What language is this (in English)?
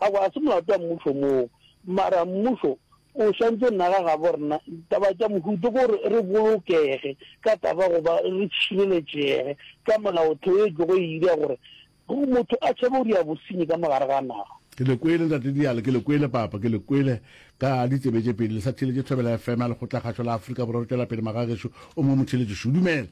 Northern Sotho